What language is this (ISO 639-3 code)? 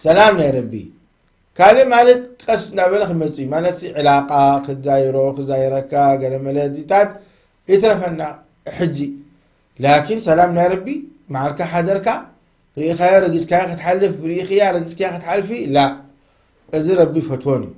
tir